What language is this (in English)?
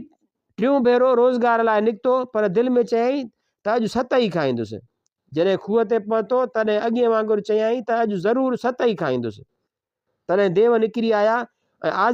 Sindhi